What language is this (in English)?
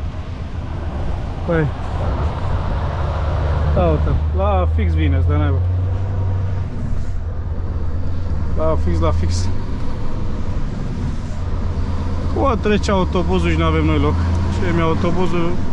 Romanian